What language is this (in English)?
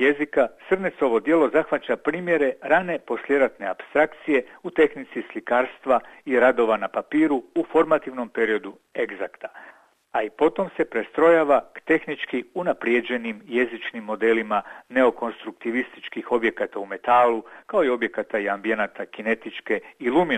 Croatian